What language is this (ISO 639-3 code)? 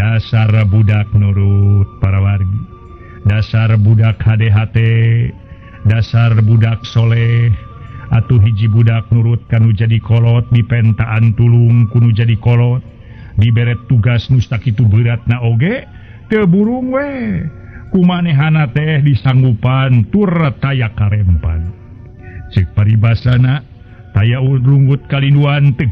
sun